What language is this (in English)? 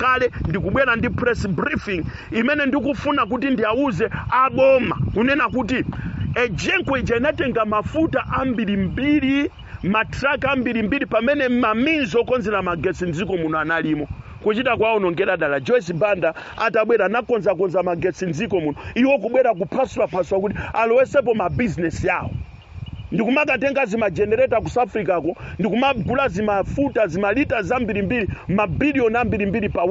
Nyanja